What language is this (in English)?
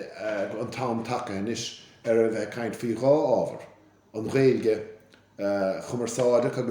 Irish